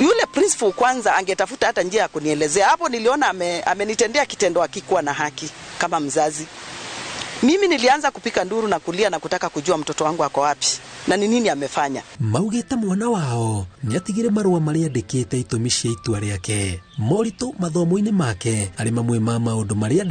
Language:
Kikuyu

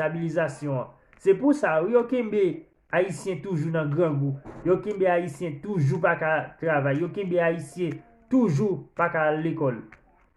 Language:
Haitian Creole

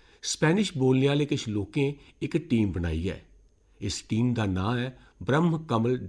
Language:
Dogri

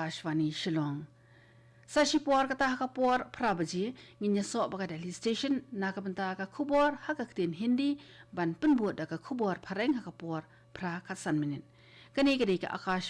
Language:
Khasi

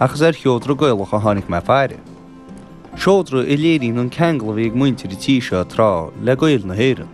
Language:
Irish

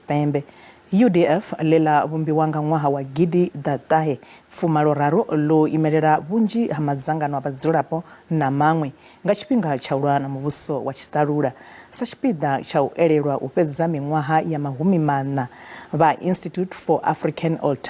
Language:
Venda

